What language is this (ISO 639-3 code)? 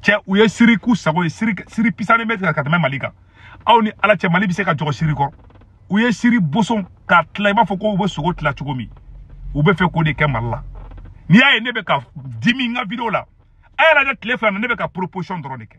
bam